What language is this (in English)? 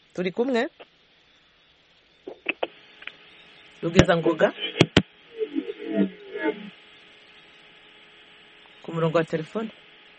Kinyarwanda